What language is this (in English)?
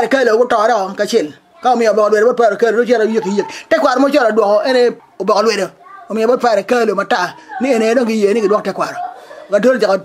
Acoli